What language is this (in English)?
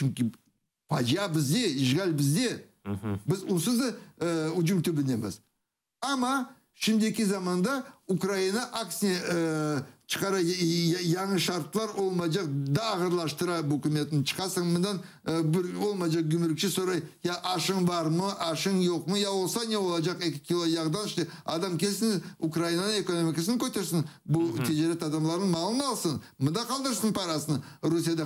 Crimean Tatar